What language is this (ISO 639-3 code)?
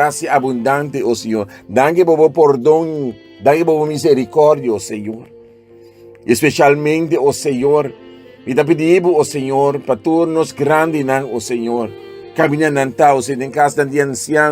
pap